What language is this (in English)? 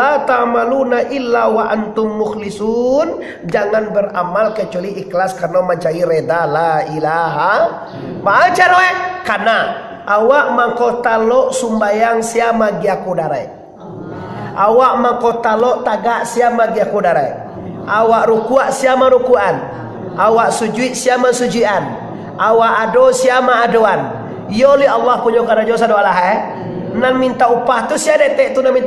Minangkabau